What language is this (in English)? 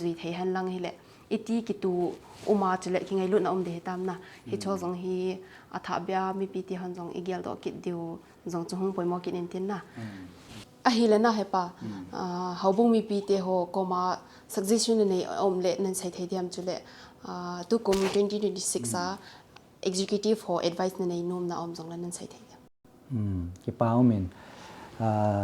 Thado Chin